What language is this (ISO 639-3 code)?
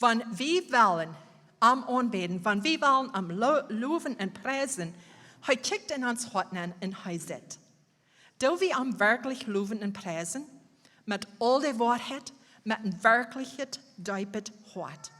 pdt